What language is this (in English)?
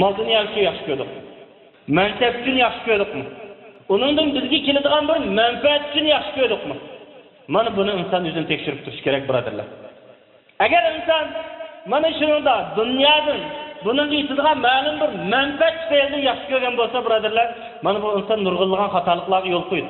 Uyghur